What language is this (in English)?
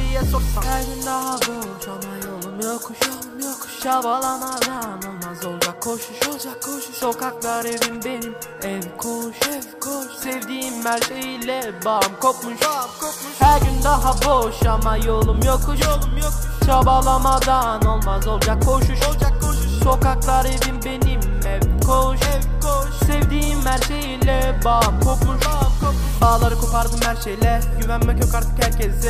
Turkish